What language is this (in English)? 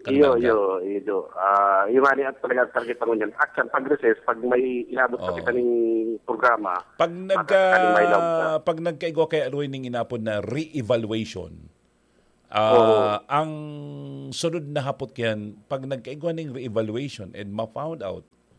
Bikol